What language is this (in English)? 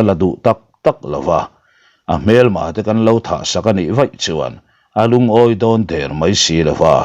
Mizo